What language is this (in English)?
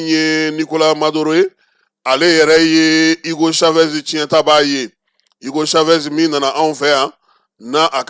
Bambara